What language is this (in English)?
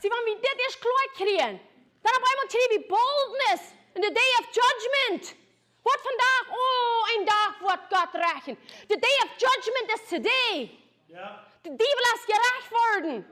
Plautdietsch